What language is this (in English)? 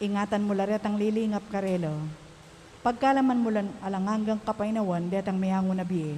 Pampanga